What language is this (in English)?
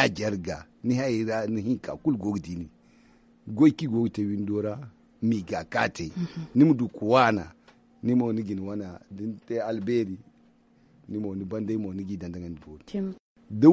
Zarma